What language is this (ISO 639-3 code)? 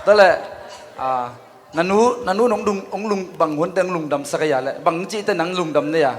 ctd